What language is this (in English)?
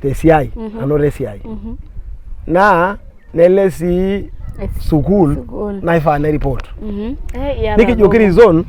Masai